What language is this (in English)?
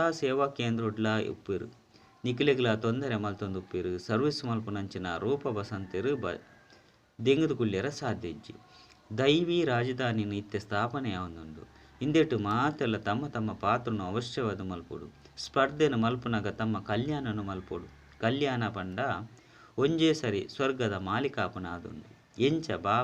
Tulu